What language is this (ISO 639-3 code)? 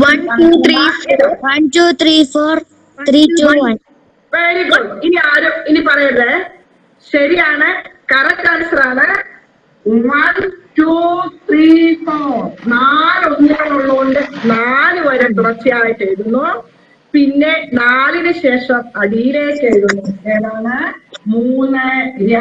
mal